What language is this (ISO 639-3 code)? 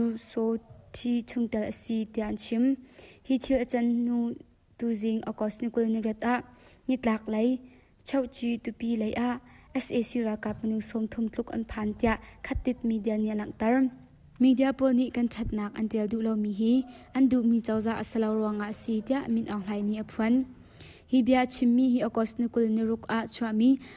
cnh